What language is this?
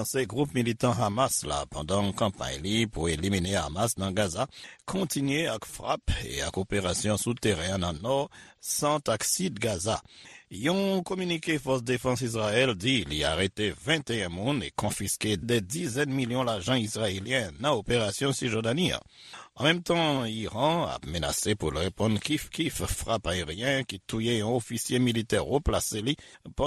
Haitian Creole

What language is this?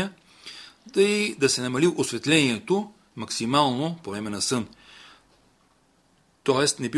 Bulgarian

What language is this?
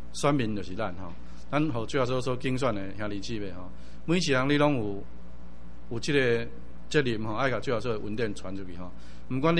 Min Nan Chinese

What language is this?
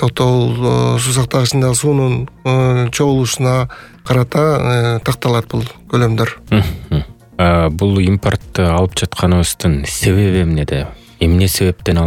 Kyrgyz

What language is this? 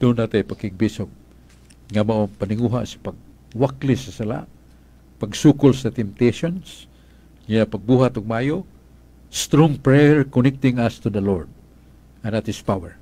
Cebuano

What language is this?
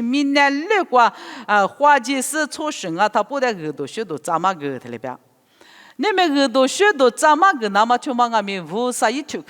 Lisu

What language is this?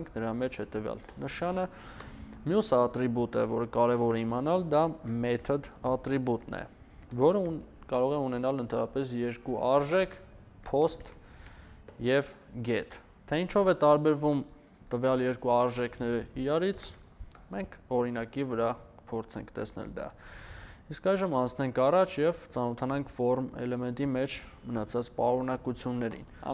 Armenian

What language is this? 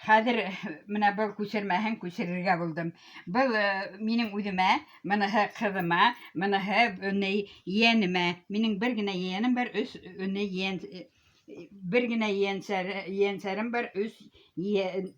Bashkir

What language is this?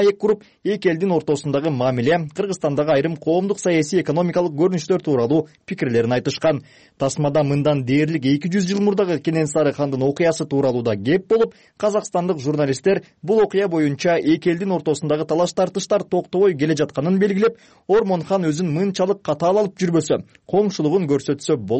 Kyrgyz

